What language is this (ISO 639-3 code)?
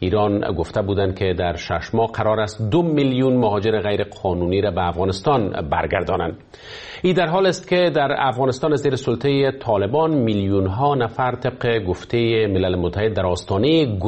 fas